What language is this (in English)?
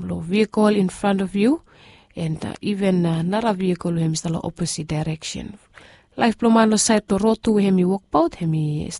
Bislama